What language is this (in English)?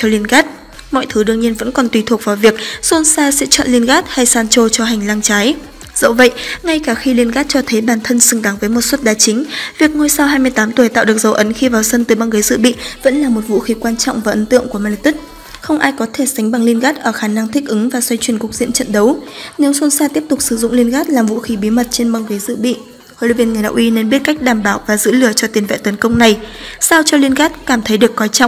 Vietnamese